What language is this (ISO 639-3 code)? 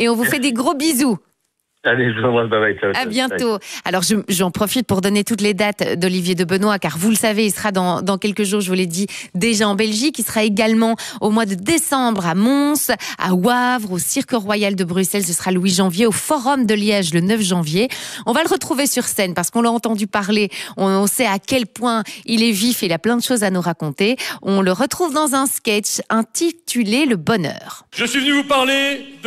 fra